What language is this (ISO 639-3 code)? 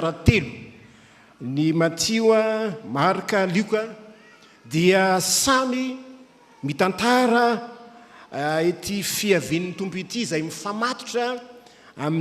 mlg